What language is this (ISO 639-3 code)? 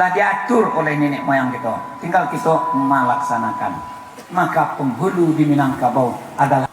min